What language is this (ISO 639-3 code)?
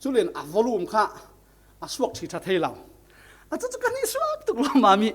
cfm